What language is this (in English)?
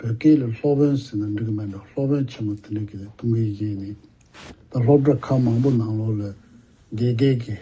Tibetan